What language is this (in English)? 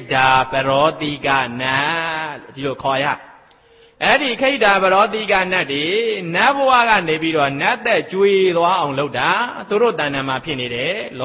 Burmese